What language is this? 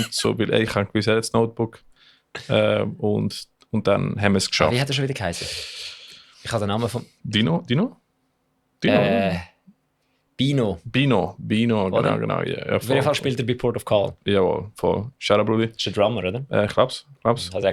Swiss German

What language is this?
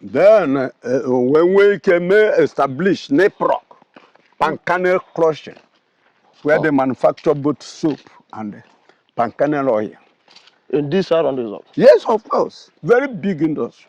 Igbo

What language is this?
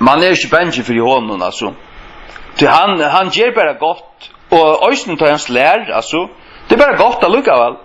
Faroese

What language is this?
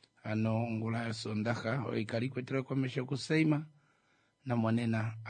Kuanyama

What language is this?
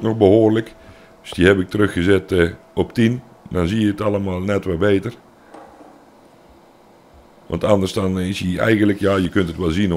Dutch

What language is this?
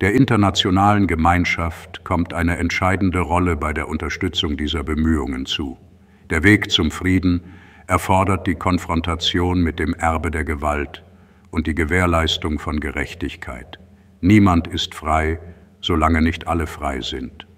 German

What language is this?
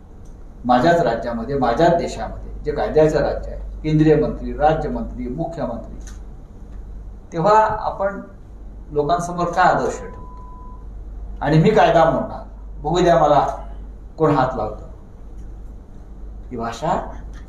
Marathi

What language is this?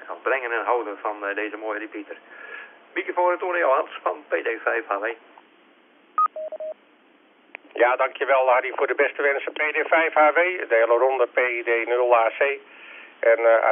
Dutch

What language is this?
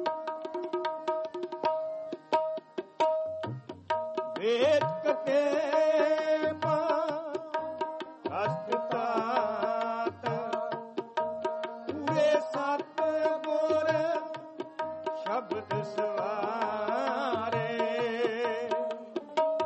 Punjabi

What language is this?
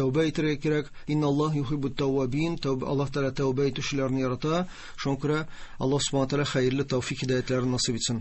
Tatar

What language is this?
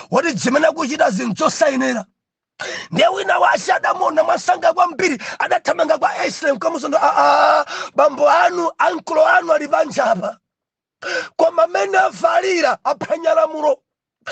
Nyanja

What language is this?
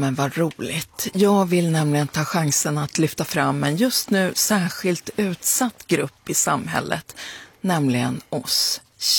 Swedish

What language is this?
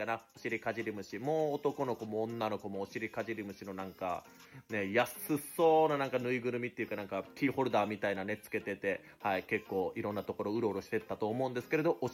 Japanese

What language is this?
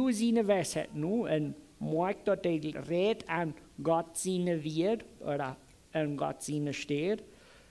Plautdietsch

